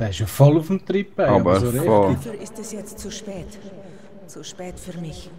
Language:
Swiss German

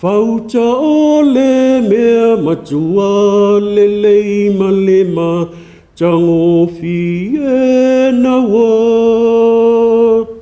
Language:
Samoan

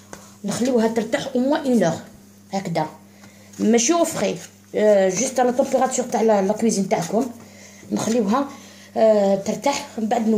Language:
Algerian Arabic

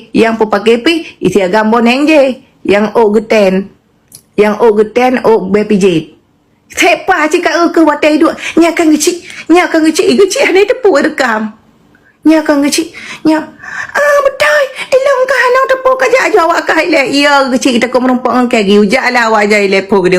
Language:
Achinese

